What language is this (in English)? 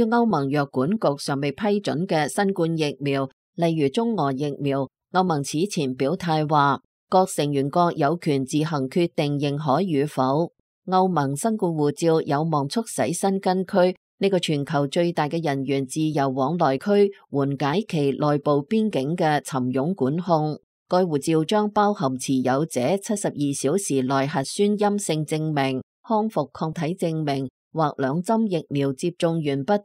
Cantonese